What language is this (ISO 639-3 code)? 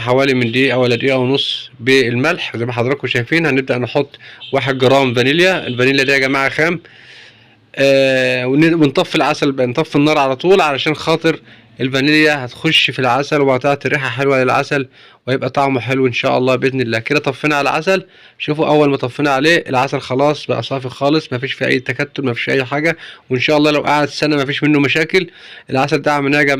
arz